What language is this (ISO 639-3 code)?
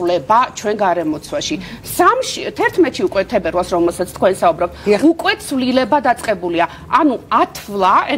kat